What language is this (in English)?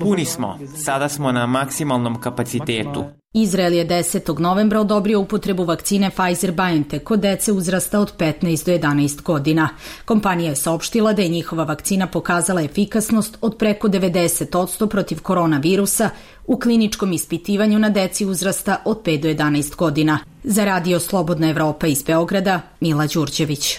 Serbian